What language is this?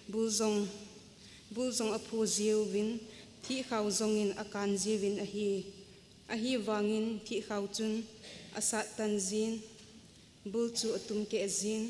Thado Chin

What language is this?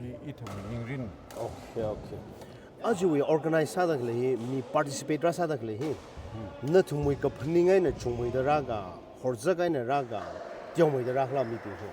Tangkhul Naga (India)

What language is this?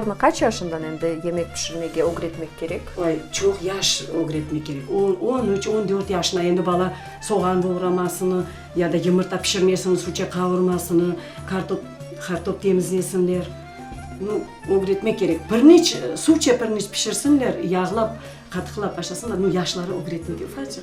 Crimean Tatar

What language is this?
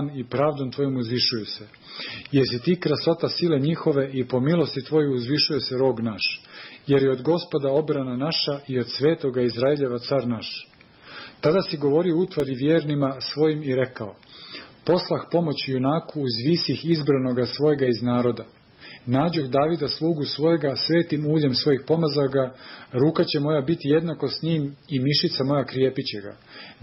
Serbian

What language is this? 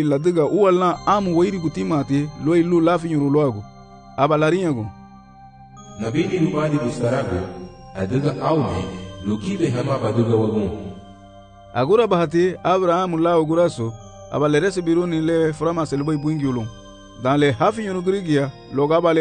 Garifuna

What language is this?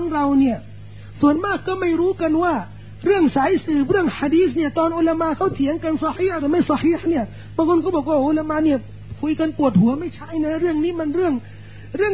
Thai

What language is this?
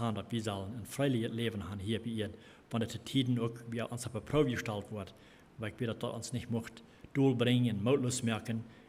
Plautdietsch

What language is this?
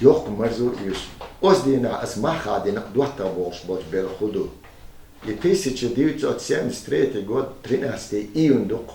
Chechen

